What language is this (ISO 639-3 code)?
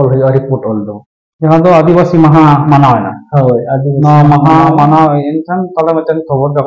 sat